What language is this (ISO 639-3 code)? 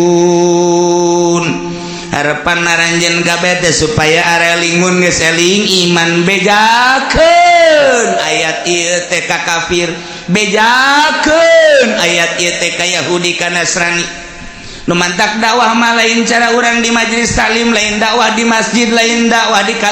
sun